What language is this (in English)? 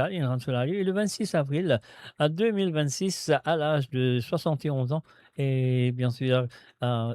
Morisyen